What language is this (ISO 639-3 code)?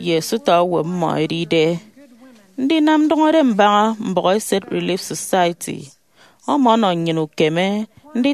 efi